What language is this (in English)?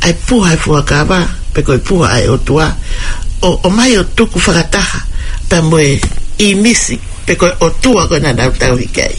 Tongan